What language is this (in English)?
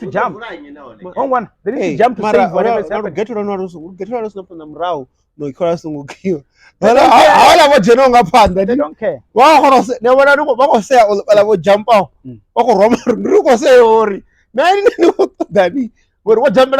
Venda